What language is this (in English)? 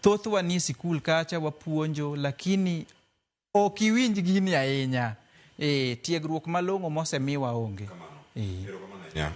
Luo (Kenya and Tanzania)